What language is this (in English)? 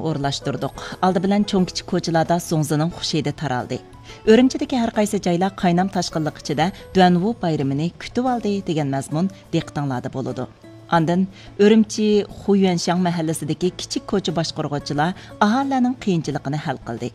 Uyghur